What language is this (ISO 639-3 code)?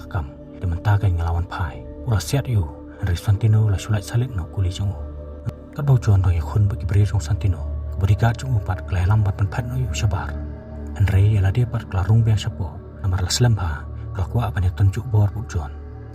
kha